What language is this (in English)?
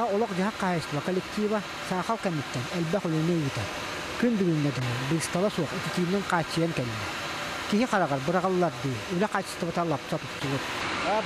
Yakut